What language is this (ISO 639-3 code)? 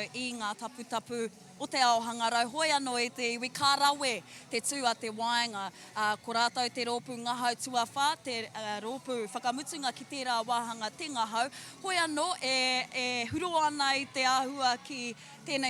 mri